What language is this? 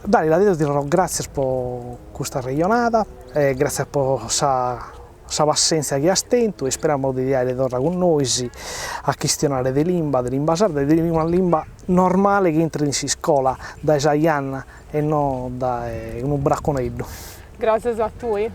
Sardinian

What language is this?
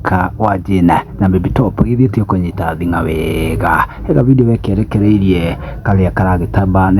Kikuyu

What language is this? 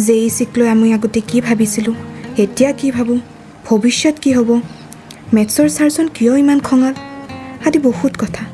Assamese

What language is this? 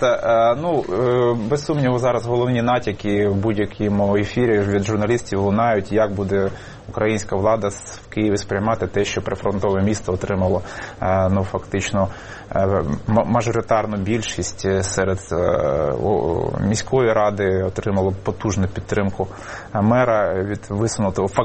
Ukrainian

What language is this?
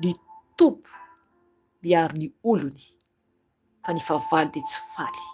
Malagasy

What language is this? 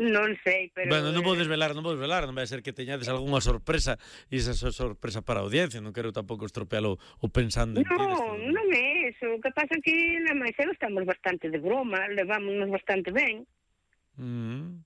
Galician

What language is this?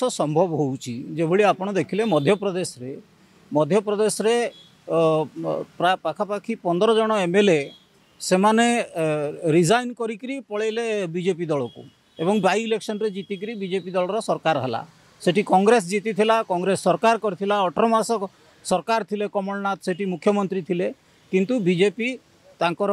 Odia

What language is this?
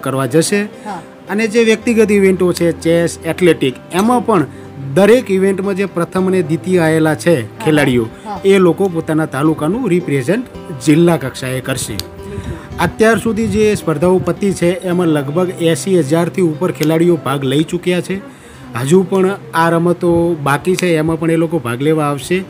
Gujarati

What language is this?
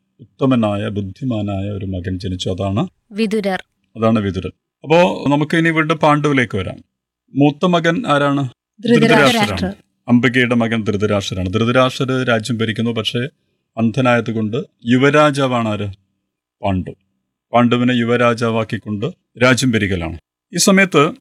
Malayalam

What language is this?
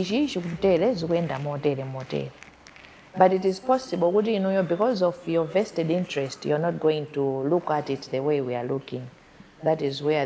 Nyanja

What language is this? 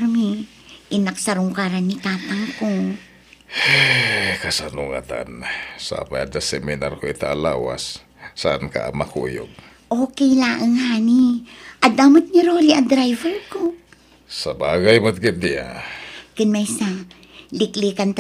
Iloko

